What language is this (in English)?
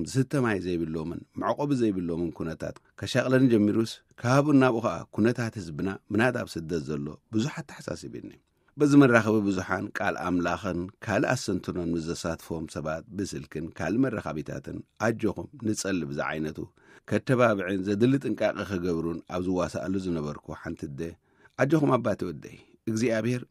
Tigrinya